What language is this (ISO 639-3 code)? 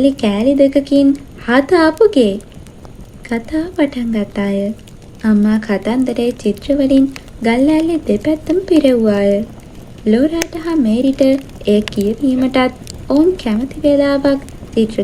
sin